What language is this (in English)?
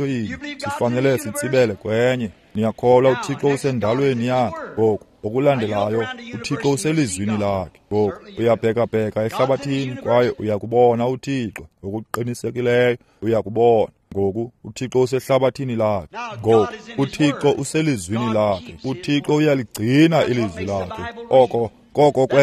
Xhosa